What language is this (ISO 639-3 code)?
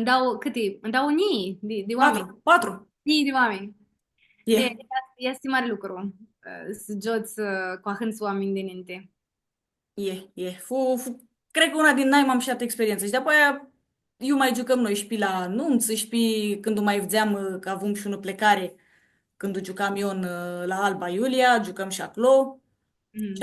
rup